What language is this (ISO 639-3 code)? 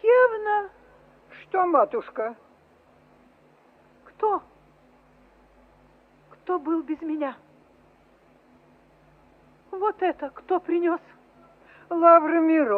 rus